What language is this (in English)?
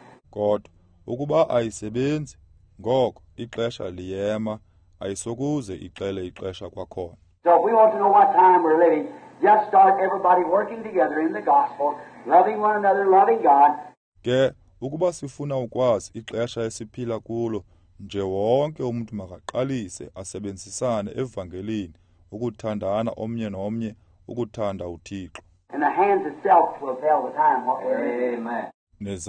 Xhosa